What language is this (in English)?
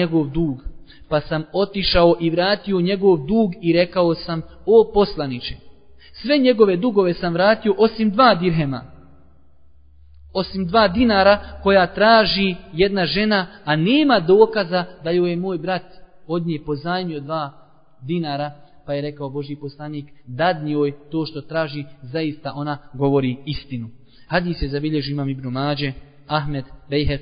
Bosnian